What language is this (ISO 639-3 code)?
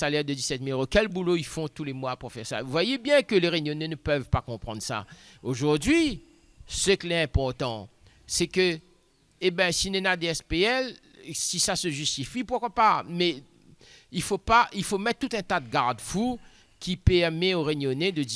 rcf